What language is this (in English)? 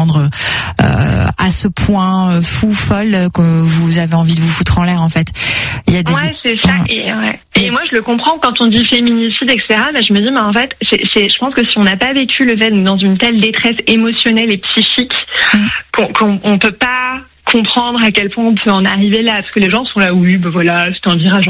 French